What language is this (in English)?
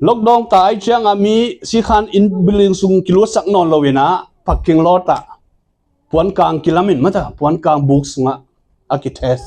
Tedim Chin